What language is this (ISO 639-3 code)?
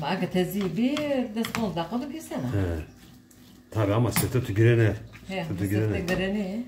zza